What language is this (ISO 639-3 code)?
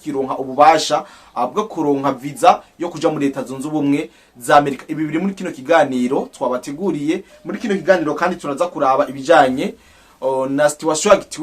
run